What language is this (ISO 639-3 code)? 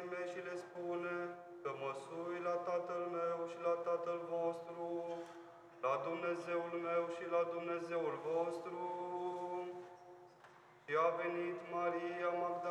ron